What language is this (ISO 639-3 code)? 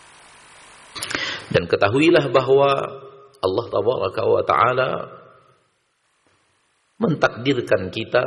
ind